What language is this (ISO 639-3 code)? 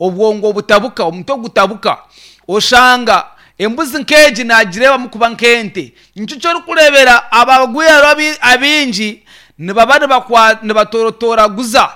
nyn